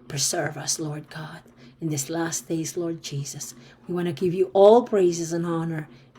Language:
Pohnpeian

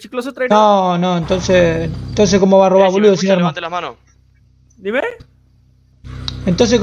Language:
Spanish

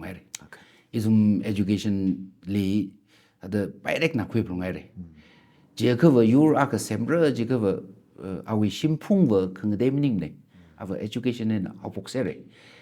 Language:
Tangkhul Naga (India)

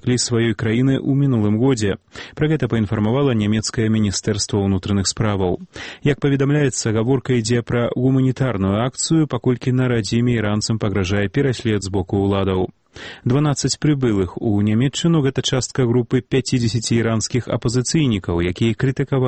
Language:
Belarusian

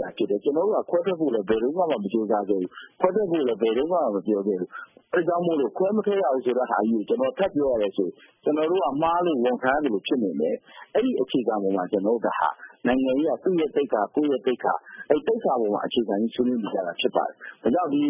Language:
Burmese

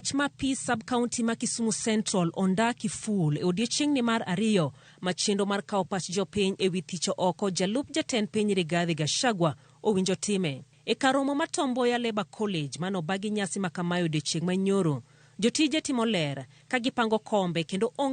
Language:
Luo (Kenya and Tanzania)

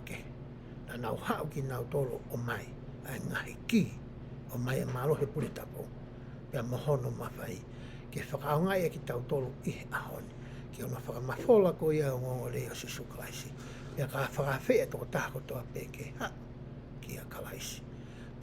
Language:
Tongan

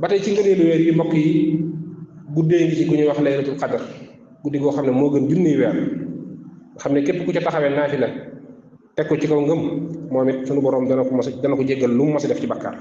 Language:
Wolof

